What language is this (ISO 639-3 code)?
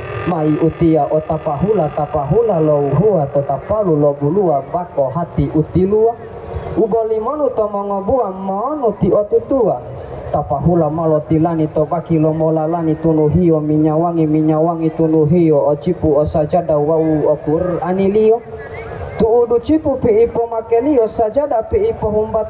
gor